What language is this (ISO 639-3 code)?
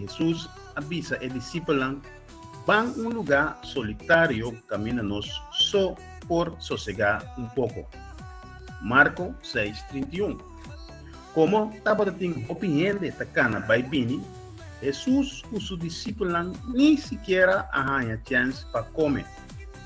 pap